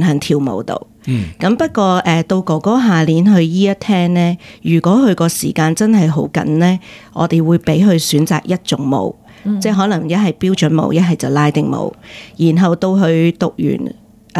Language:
Cantonese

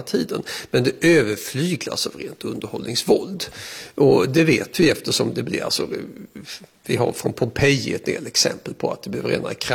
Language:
Swedish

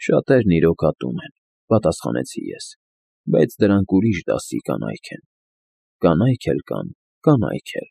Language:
Armenian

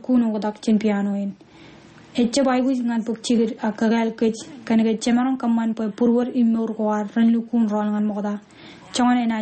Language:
Marshallese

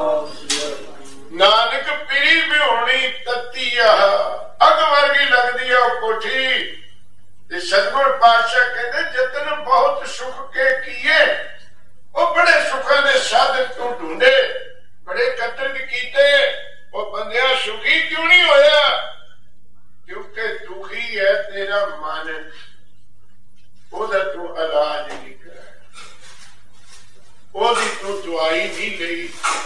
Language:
Punjabi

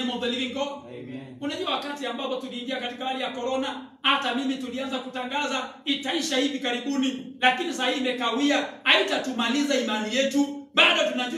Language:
Swahili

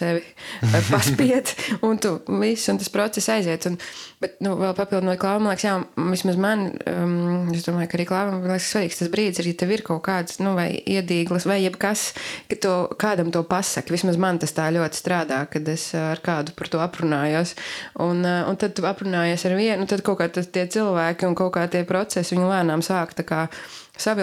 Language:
Latvian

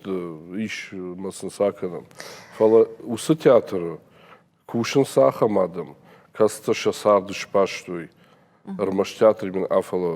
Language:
Ossetic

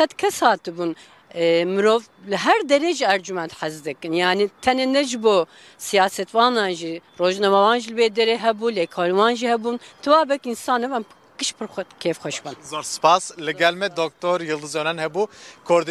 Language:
Kurdish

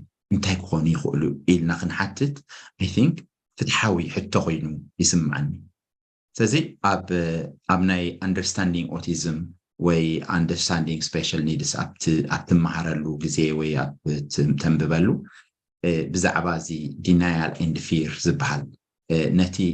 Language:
Tigrinya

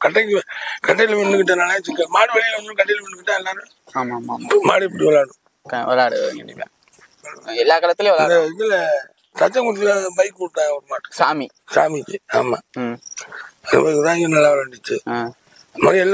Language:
Tamil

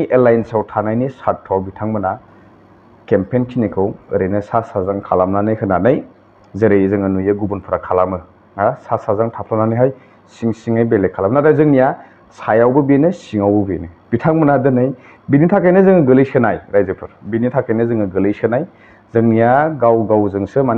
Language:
Bodo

